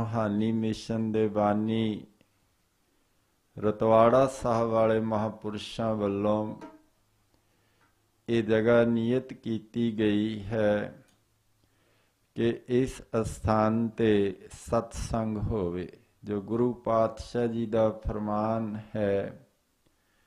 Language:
Punjabi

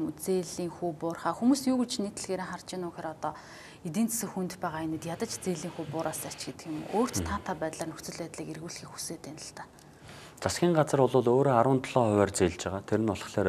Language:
Mongolian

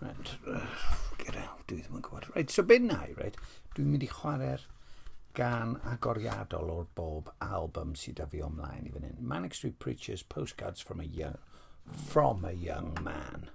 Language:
Welsh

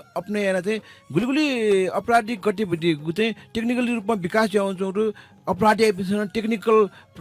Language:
Newari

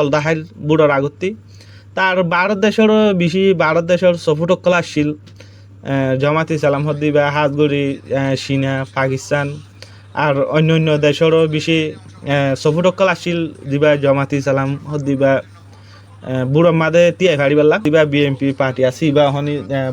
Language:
Rohingya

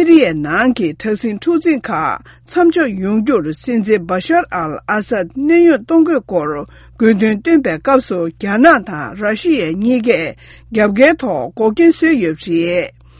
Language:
Tibetan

